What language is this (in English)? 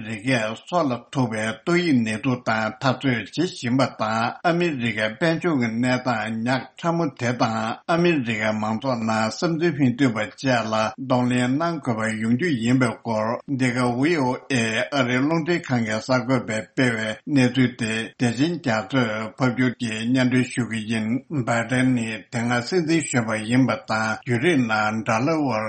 Tibetan